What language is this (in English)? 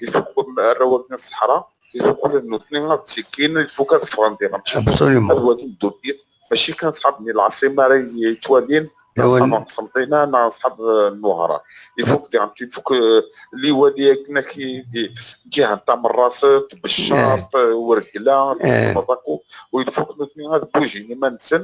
Kabyle